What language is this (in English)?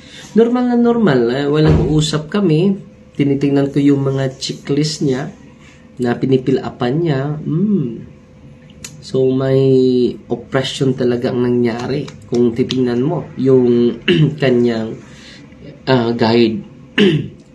Filipino